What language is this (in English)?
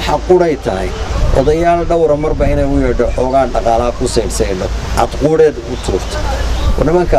Somali